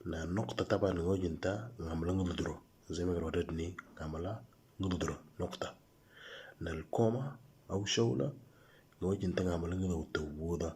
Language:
Moro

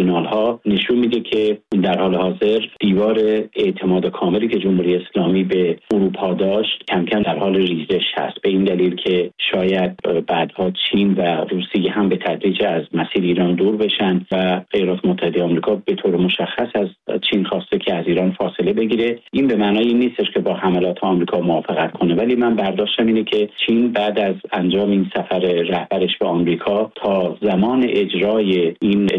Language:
Persian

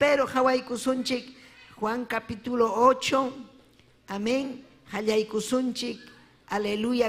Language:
Ayacucho Quechua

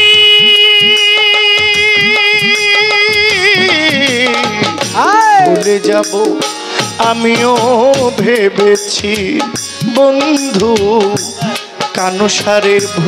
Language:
Bangla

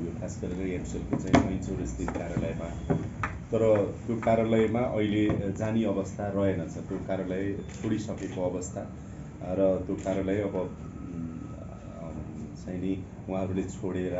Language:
Nepali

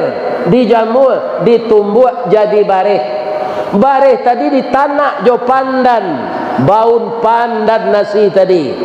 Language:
Minangkabau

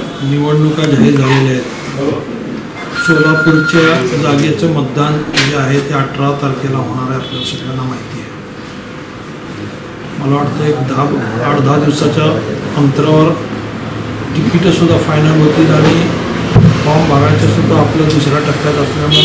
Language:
Marathi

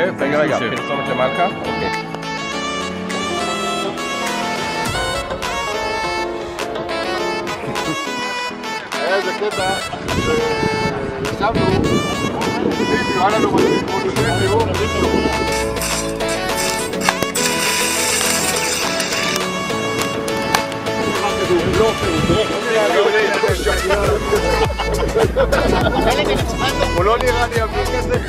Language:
Hebrew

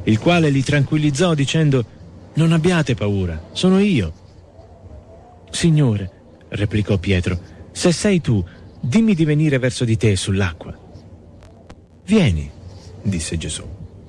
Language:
Italian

